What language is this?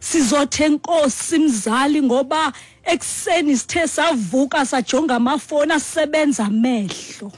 Xhosa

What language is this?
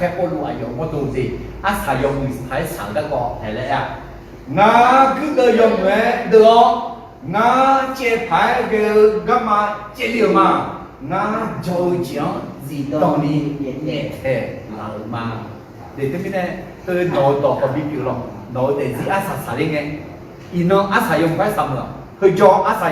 Akha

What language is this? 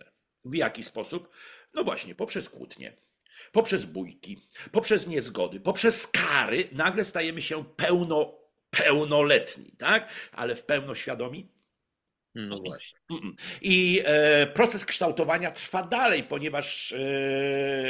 Polish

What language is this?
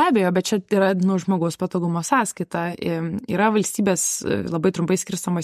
Lithuanian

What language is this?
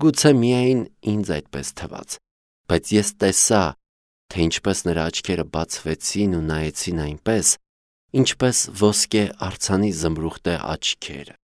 Armenian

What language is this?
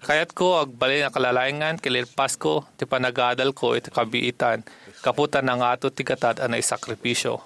Iloko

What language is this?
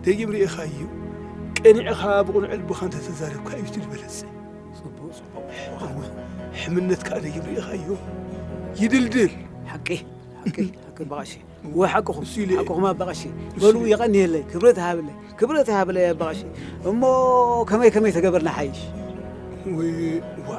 Tigrinya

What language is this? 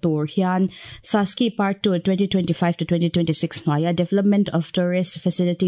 Mizo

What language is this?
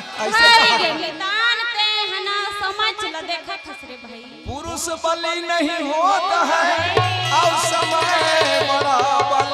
Chhattisgarhi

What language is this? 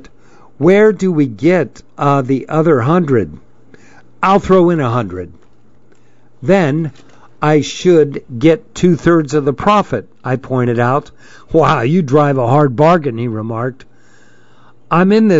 English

